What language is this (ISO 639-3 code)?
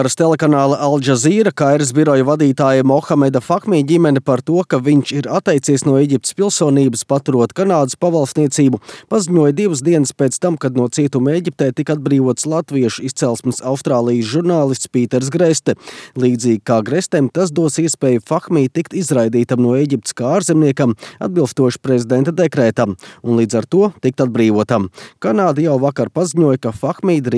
lav